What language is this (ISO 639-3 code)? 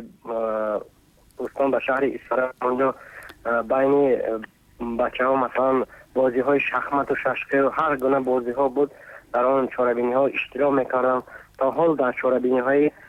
tgk